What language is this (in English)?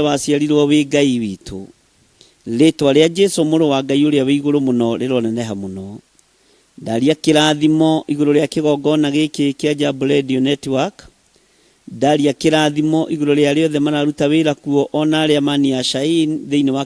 Kikuyu